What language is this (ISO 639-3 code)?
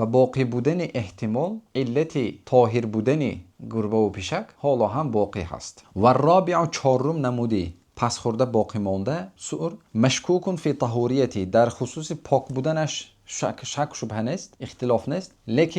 tgk